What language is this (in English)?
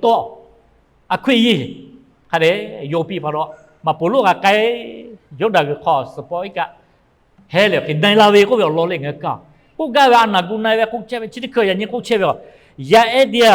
Lahu